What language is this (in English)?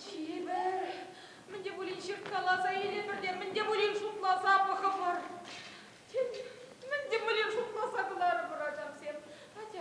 Chuvash